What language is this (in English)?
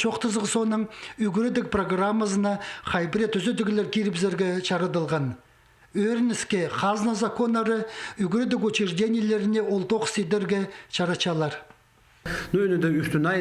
Khakas